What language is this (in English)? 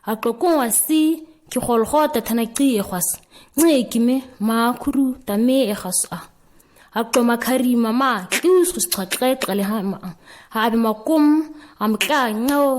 ǁGana